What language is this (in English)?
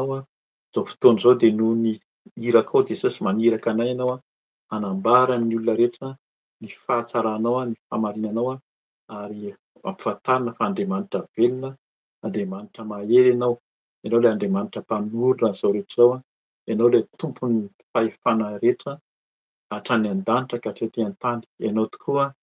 Malagasy